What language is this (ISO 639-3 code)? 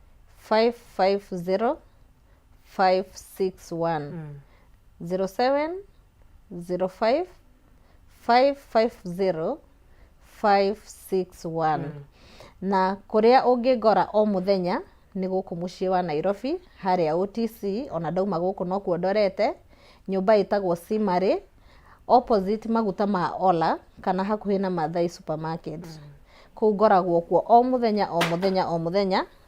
kik